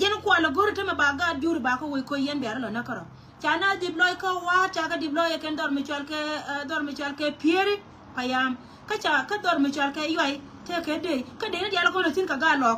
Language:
Nuer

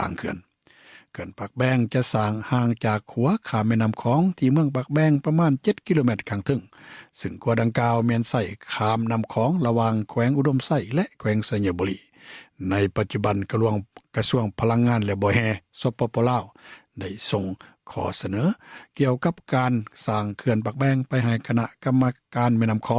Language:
Lao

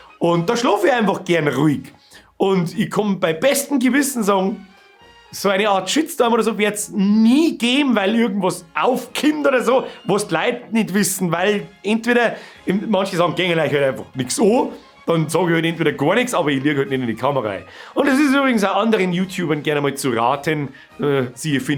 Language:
Bavarian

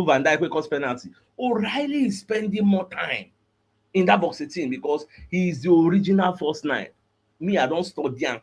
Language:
Nigerian Pidgin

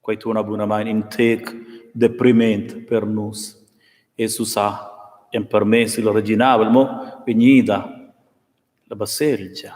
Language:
Romansh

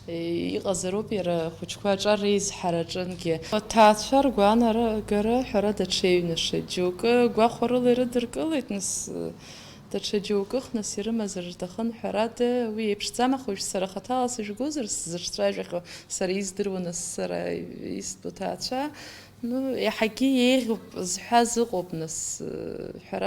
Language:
Abkhazian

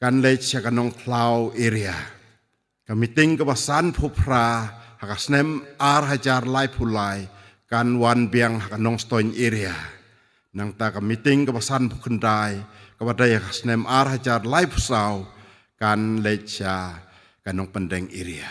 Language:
Khasi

